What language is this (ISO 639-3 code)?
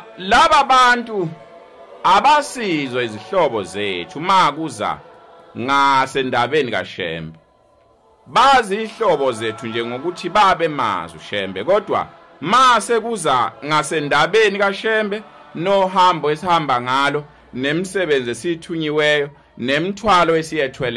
zul